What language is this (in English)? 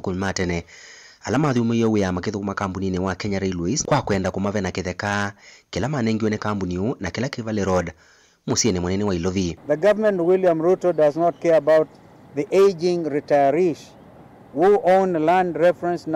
Kamba